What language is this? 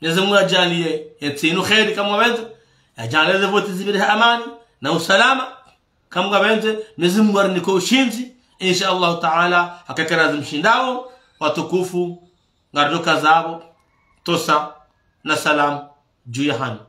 Ngazidja Comorian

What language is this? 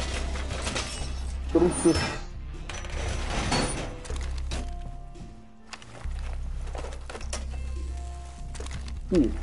Malay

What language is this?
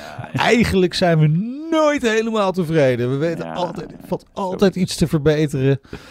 Dutch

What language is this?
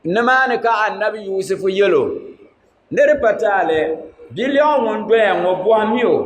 Dagbani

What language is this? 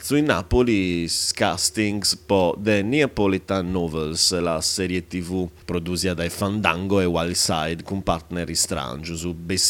Sardinian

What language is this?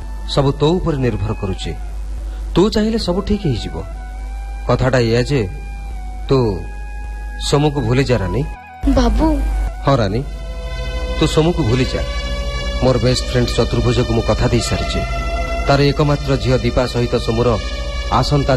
Odia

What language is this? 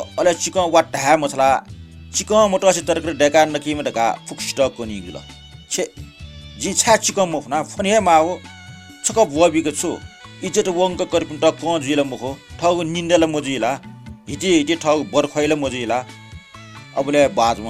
Newari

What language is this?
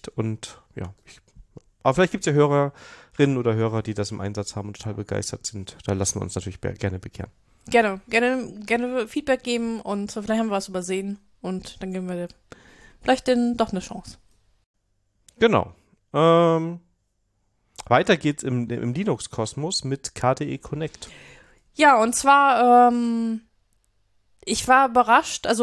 German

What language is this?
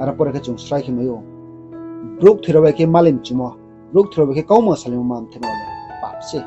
Riang (India)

